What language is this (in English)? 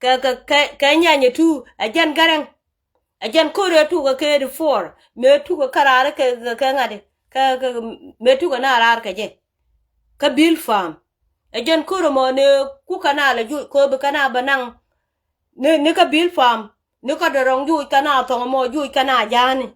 Nuer